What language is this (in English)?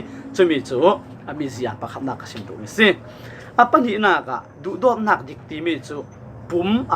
Falam Chin